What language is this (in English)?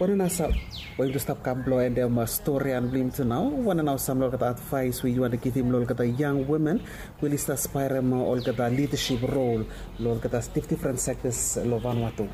Bislama